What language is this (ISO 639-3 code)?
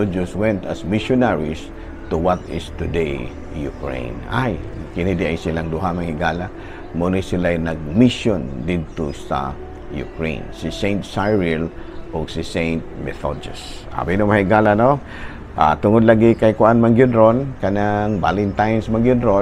ceb